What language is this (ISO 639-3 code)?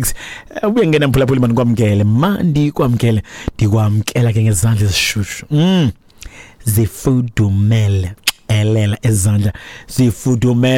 xho